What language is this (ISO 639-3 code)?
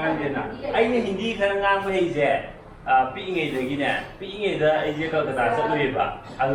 mni